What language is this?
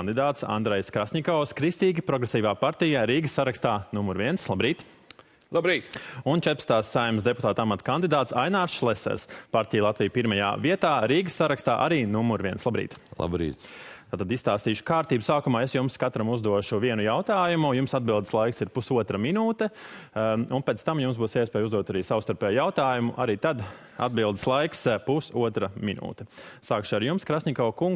Latvian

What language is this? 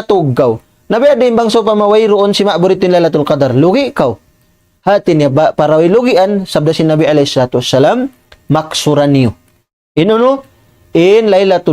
Tausug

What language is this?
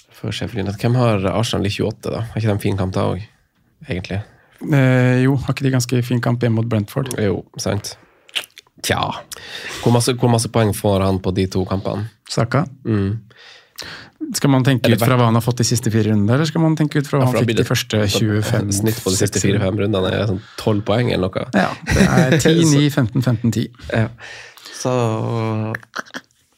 Norwegian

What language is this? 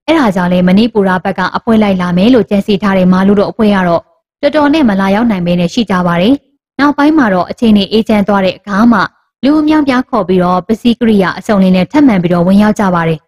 Burmese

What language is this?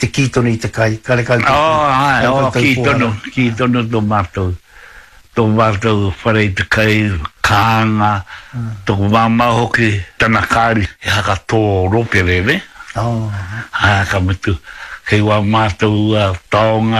Māori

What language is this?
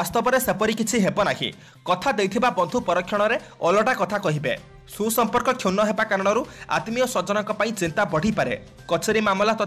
Odia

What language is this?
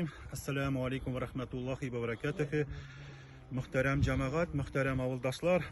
Tatar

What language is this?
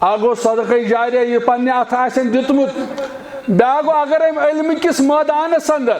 Kashmiri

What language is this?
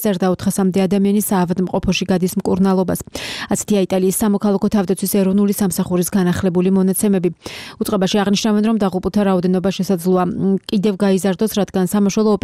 Georgian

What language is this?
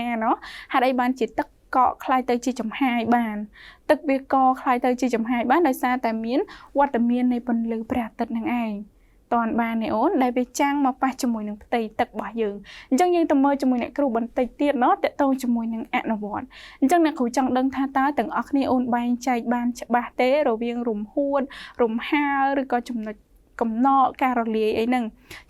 Khmer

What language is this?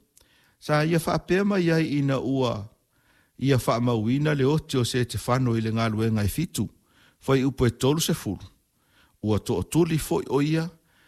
Samoan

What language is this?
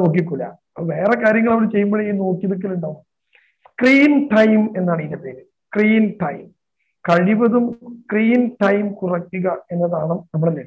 Malayalam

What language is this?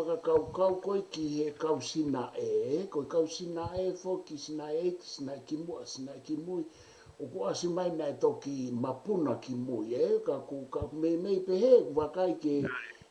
Tongan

